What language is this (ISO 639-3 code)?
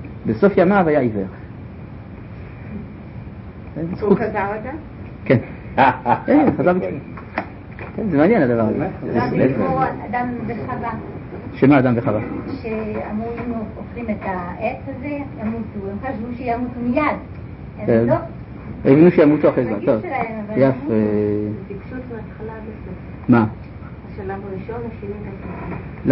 heb